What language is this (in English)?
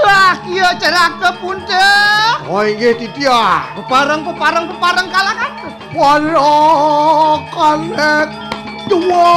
Balinese